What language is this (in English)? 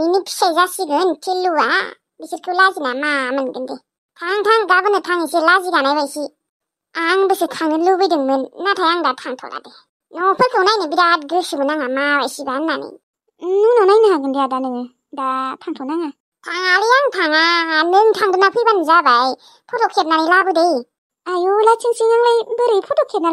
Bodo